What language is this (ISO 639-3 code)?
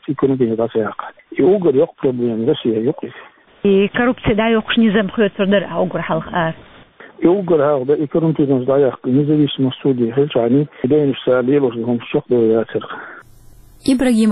che